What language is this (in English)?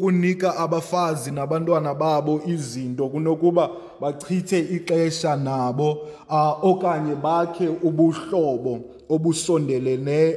Xhosa